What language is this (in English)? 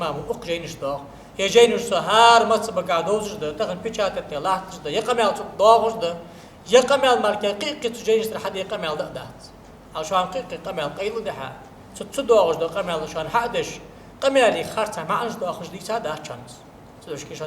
Ingush